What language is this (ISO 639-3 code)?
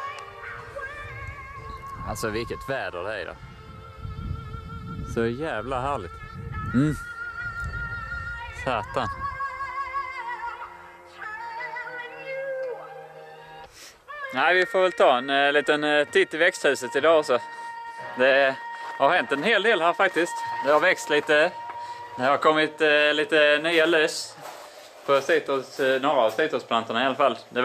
swe